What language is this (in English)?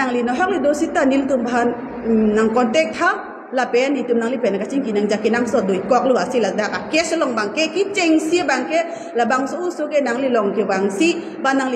Karbi